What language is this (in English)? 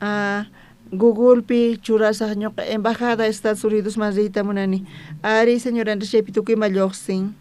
South Bolivian Quechua